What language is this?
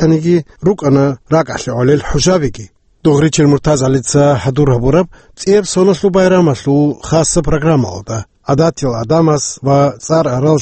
Avaric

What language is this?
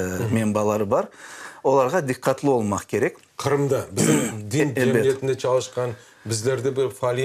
Crimean Tatar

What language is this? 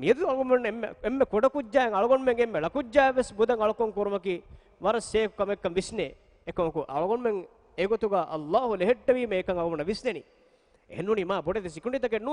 Divehi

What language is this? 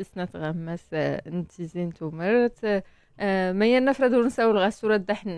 Moroccan Arabic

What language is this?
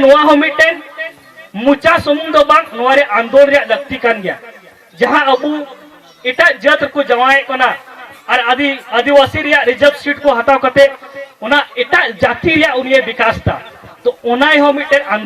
Santali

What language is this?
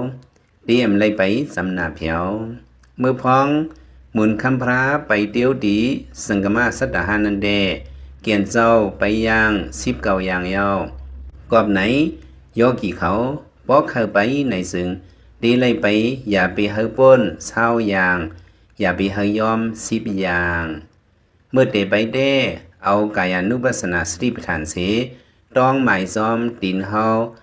Lao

